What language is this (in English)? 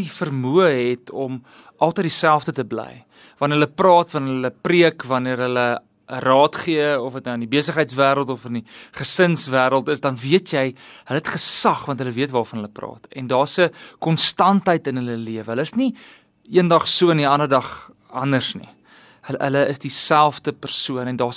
Afrikaans